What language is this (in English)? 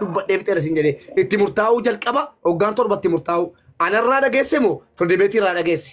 Oromo